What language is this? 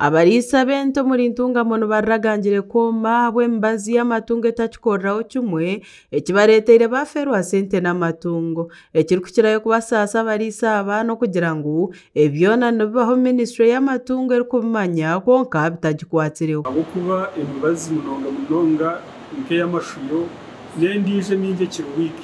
Nyankole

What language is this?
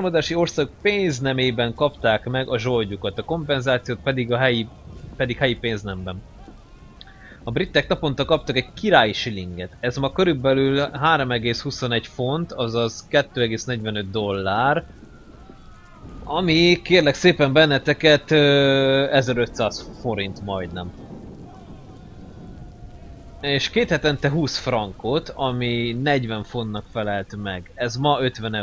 Hungarian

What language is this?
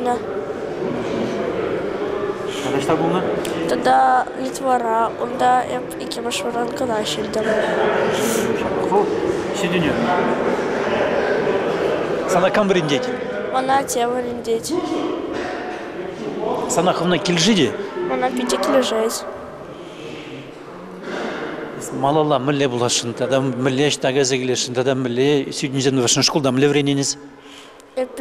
Chuvash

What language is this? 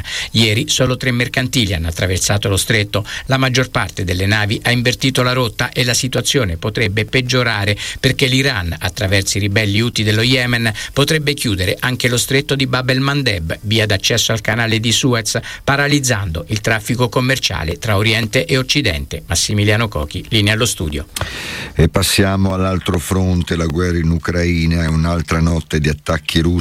Italian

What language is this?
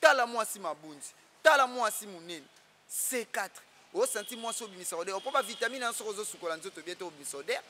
Lingala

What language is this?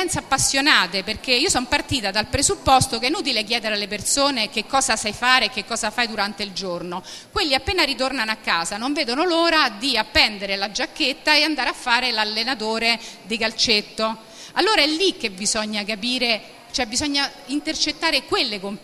Italian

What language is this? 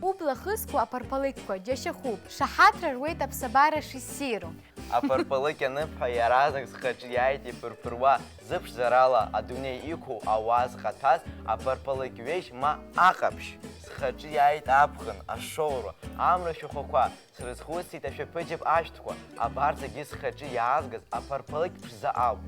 Abkhazian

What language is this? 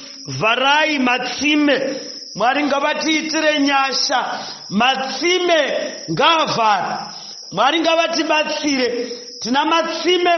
Shona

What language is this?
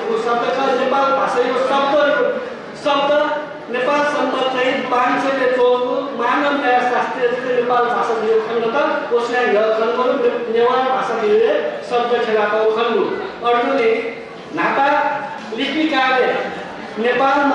Newari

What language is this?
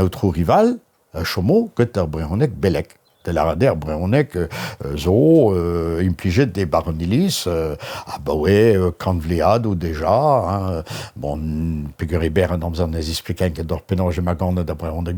Breton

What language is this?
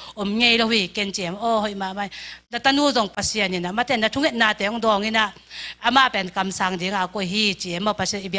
Tedim Chin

